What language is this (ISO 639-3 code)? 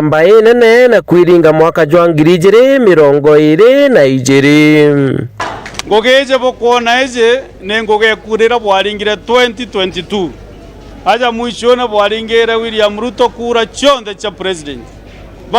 mer